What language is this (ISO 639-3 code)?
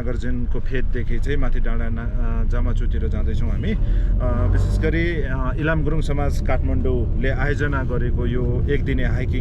nep